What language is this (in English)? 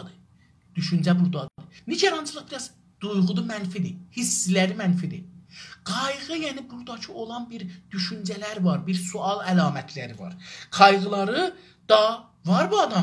South Azerbaijani